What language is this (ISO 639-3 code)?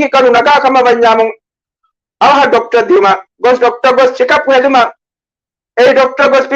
div